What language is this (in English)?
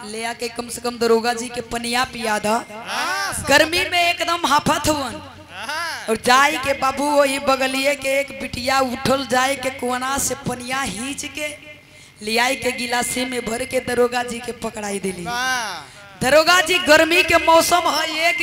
Bhojpuri